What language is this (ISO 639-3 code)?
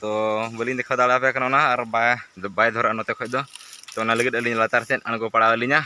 sat